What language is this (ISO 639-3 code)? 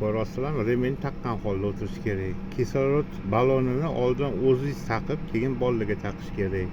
uzb